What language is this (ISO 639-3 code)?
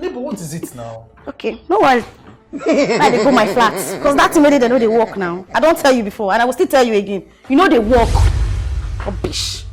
pcm